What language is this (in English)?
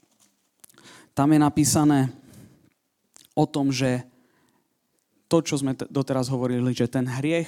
Slovak